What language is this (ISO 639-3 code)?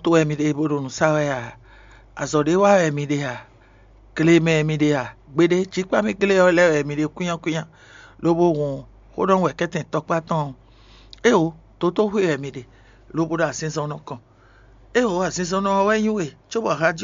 fon